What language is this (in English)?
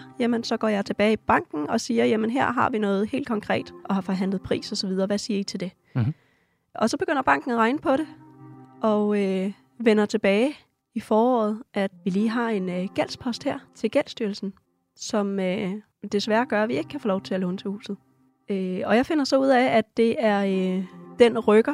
Danish